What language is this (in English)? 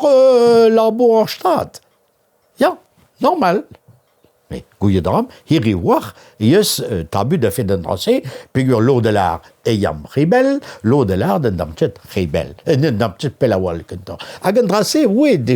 Breton